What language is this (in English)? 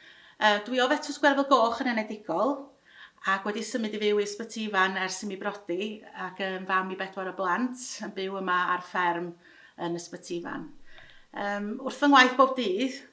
Welsh